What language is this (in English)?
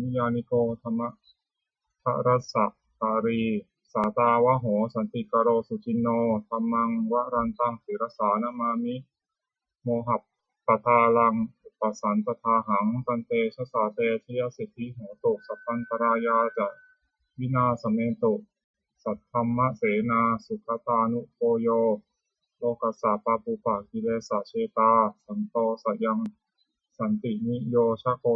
Pali